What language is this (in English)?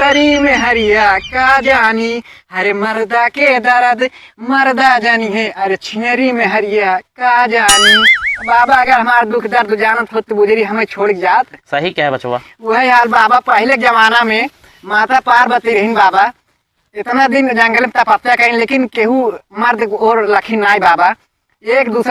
Awadhi